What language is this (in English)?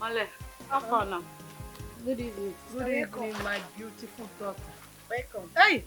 Nigerian Pidgin